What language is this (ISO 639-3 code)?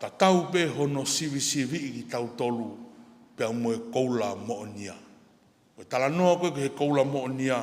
ton